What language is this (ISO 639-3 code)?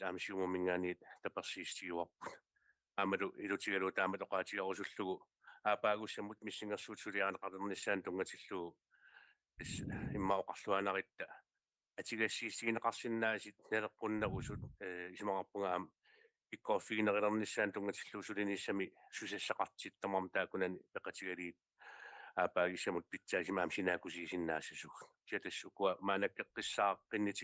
kal